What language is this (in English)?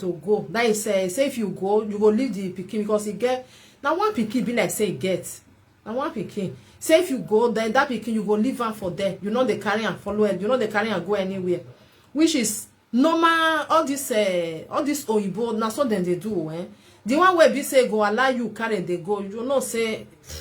Nigerian Pidgin